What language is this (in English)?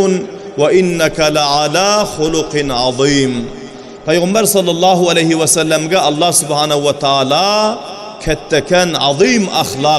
Turkmen